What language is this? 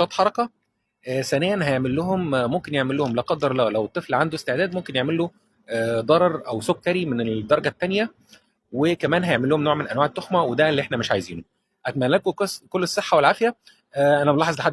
Egyptian Arabic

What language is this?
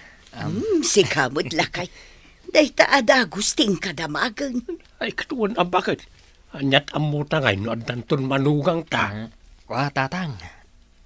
Iloko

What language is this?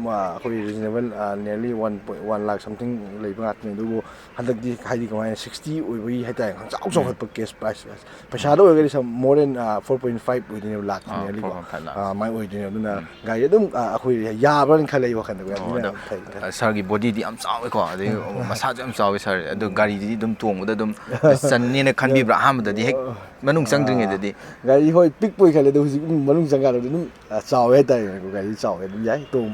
Manipuri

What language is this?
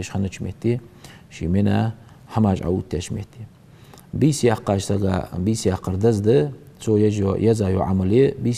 Ingush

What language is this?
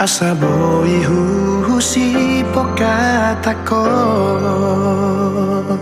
Batak Toba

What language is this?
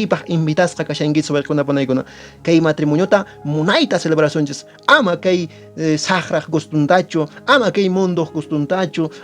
Quechua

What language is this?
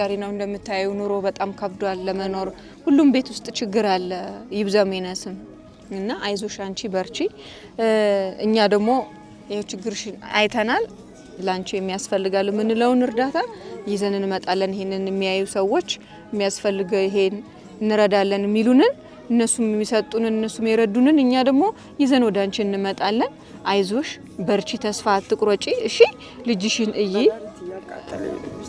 Amharic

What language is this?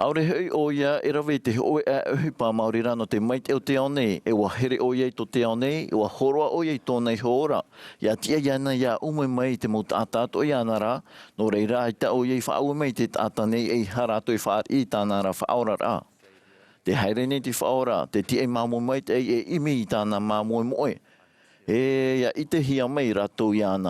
Tahitian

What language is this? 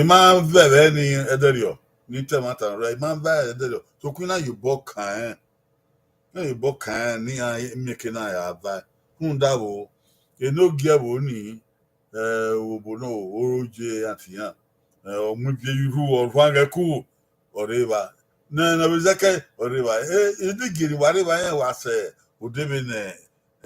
Bini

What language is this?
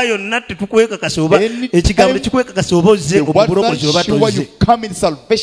Ganda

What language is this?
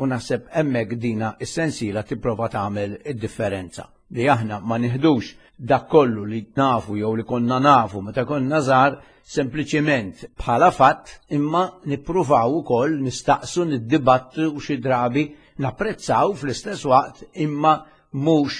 Maltese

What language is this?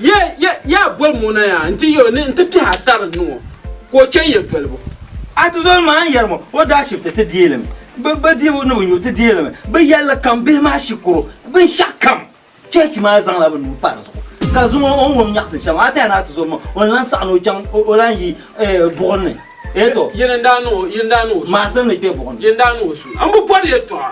Dagbani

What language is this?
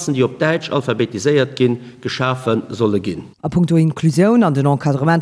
Luxembourgish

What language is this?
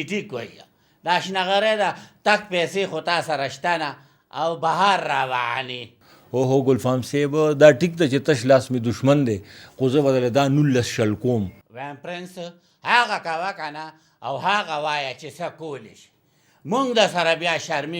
Pashto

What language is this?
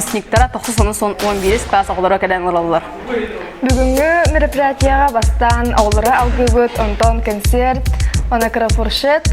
Yakut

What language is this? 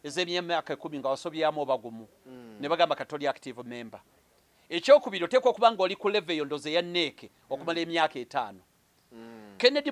Ganda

